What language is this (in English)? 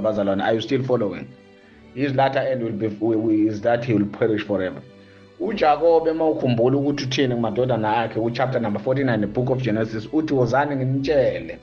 Zulu